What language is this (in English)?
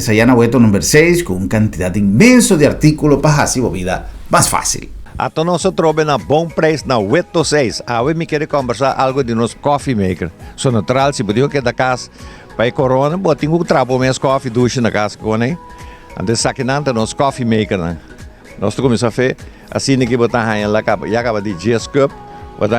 Papiamento